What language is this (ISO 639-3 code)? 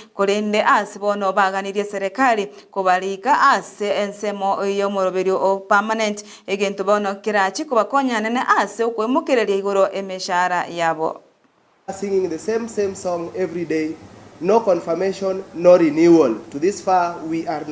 guz